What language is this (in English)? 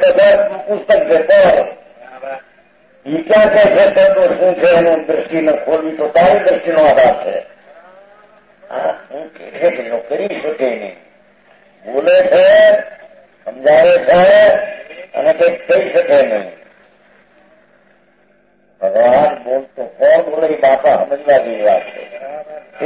Gujarati